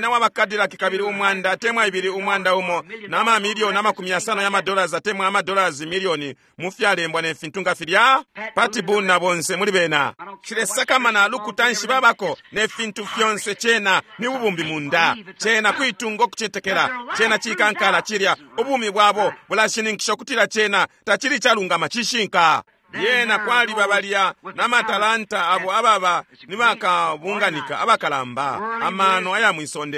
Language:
Bemba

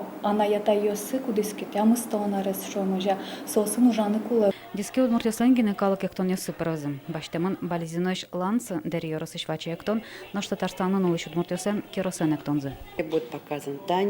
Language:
Udmurt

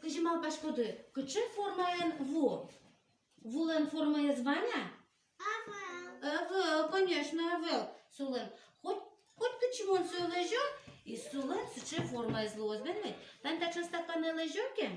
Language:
Udmurt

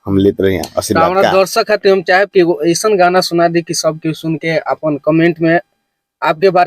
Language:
Bhojpuri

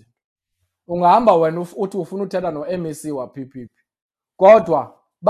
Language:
Xhosa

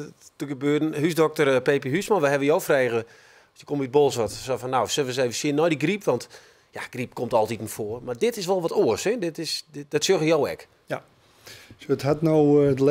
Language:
Western Frisian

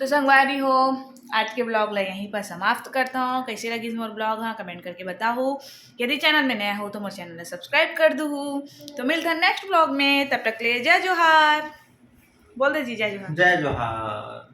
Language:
Chhattisgarhi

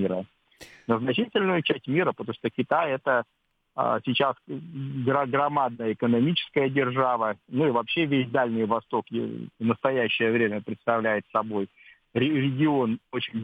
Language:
Russian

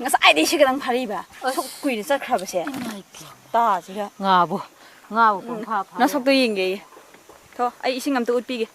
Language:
Manipuri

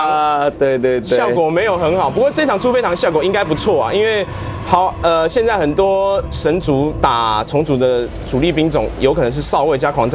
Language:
Chinese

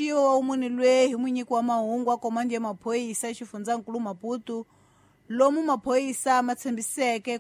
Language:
Tsonga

